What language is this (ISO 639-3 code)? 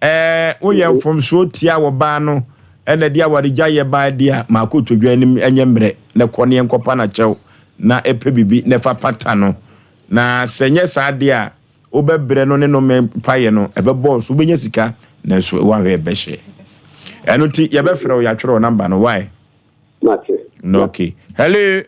aka